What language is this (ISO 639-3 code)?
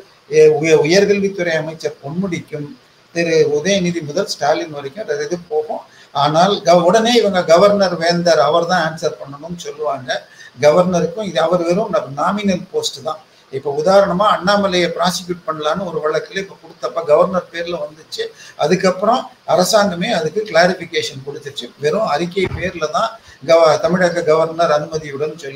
tam